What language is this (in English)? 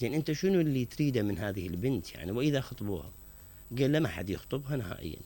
Mesopotamian Arabic